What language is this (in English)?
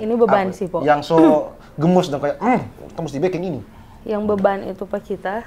Manado Malay